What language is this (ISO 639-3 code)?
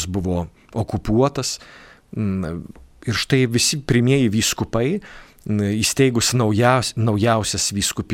lit